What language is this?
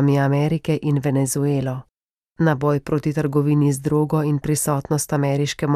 Slovenian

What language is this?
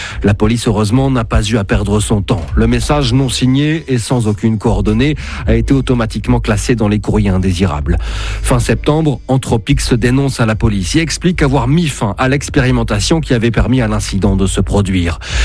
French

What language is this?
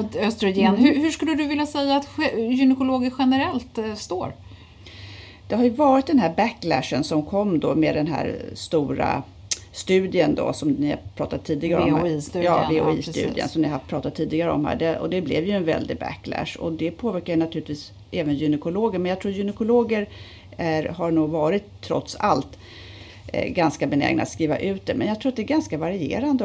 Swedish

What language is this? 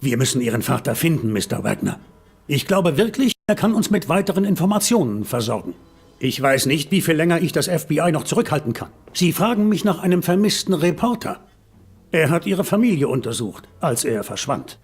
Bavarian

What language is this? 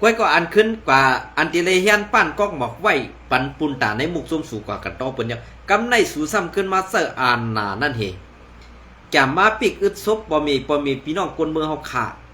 Shan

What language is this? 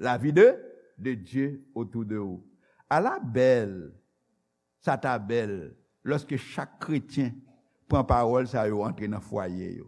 Haitian Creole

